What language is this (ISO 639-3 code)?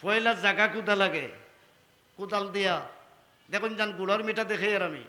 syl